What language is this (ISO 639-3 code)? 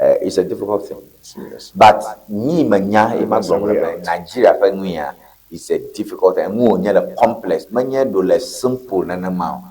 ewe